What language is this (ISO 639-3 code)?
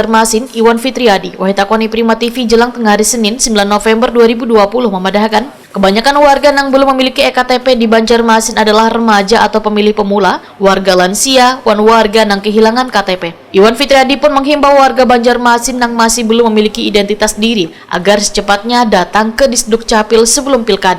bjn